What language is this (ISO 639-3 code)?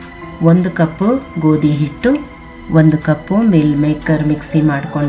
kan